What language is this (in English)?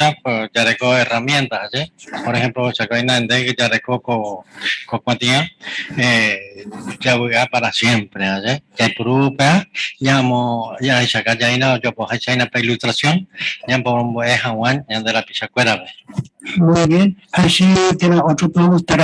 Guarani